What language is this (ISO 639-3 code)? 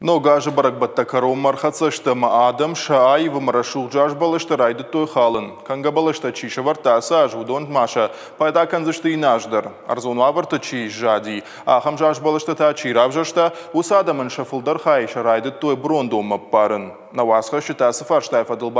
oss